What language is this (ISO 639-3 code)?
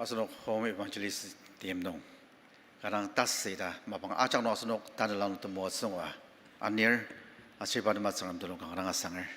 njo